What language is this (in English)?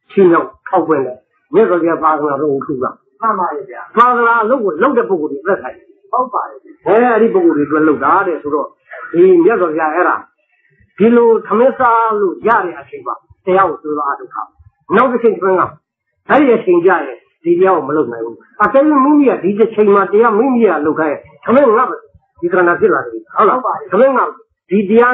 Burmese